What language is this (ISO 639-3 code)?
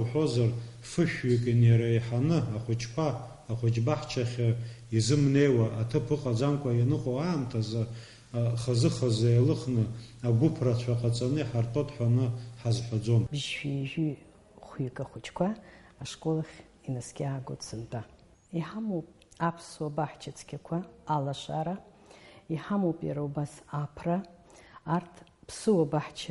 abk